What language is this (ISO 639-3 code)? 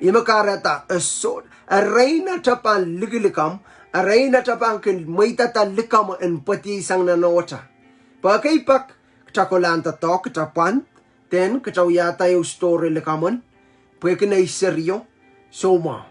pon